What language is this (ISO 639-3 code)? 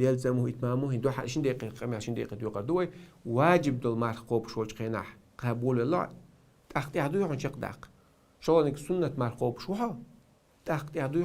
che